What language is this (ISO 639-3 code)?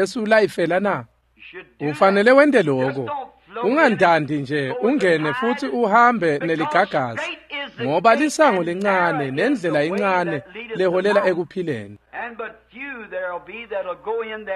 ssw